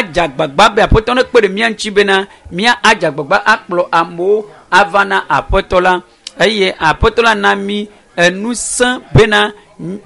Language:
Ewe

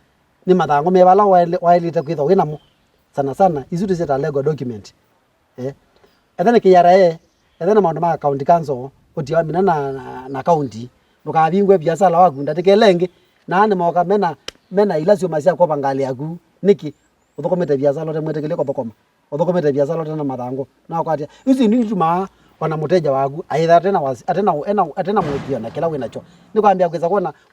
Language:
Kamba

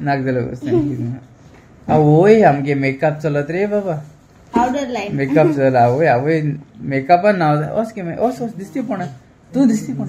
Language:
Konkani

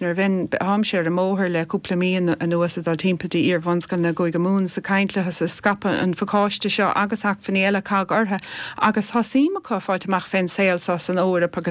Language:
Irish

